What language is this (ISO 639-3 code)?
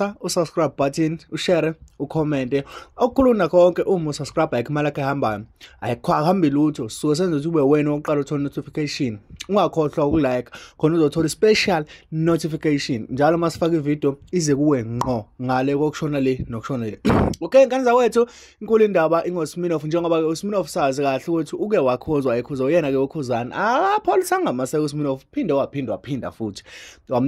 zul